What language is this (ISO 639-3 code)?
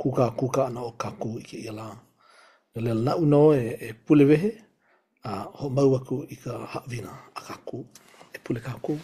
haw